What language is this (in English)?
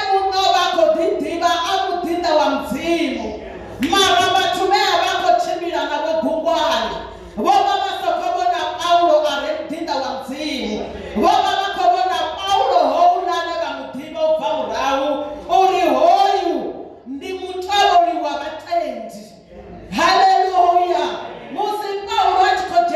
Venda